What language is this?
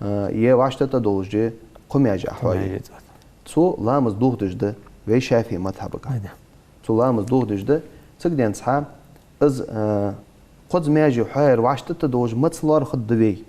Ingush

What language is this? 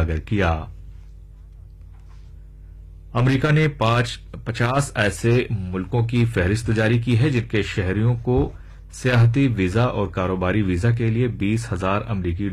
Urdu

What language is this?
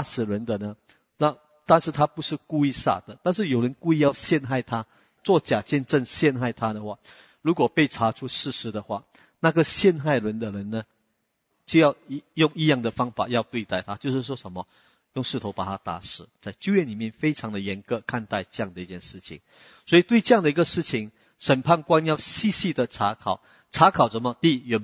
Chinese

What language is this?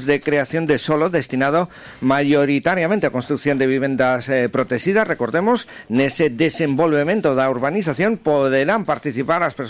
Galician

